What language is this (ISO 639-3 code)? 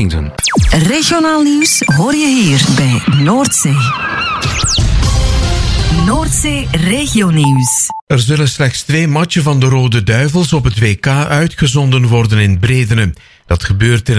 nld